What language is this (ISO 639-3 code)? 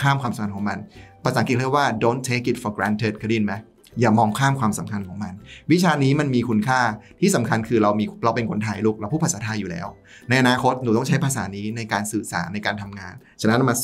tha